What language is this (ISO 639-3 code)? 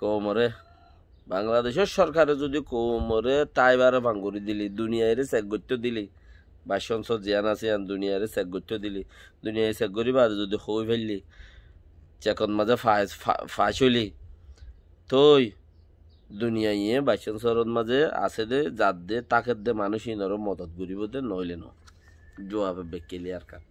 rhg